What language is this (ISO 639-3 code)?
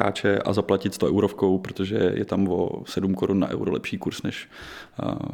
ces